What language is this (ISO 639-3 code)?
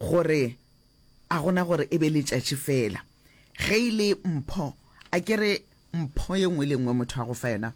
nso